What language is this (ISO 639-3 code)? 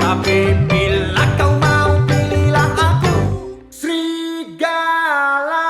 bew